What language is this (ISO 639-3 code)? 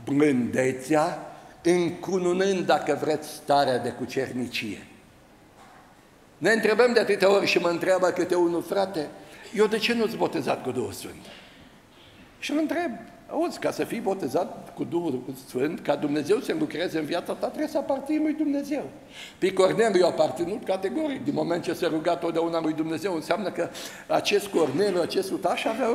ron